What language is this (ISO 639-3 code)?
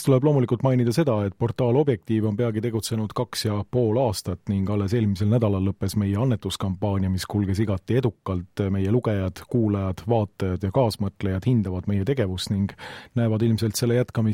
est